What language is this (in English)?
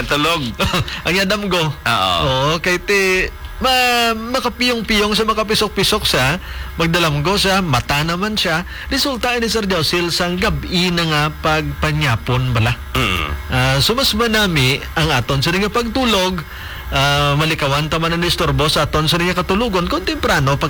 Hiligaynon